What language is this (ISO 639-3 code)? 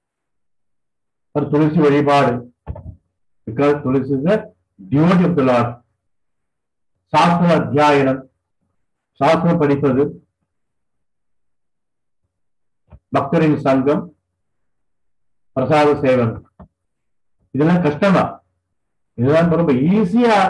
tam